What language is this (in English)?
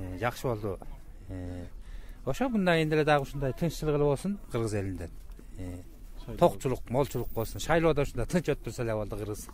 Kyrgyz